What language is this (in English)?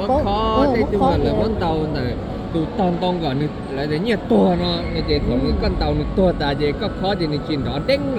Hmong